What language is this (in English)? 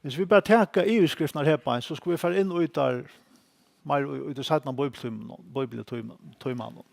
Faroese